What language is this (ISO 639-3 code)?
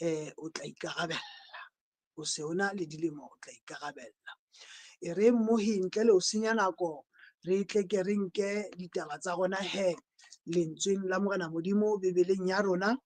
sot